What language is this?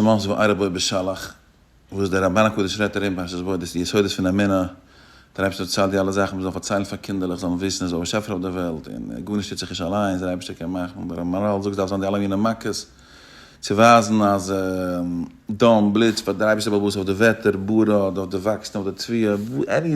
Yiddish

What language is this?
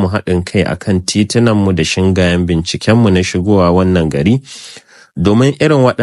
Hausa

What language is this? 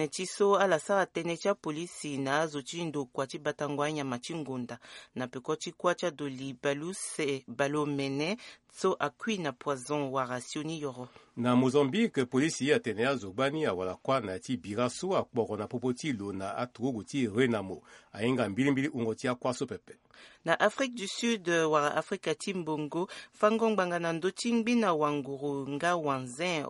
Sango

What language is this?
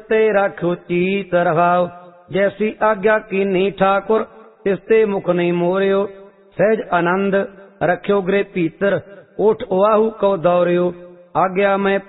Punjabi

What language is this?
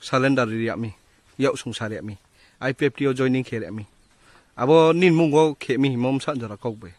Riang (India)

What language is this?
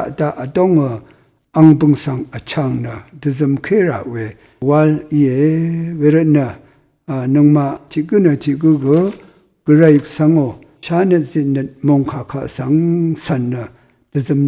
Rawang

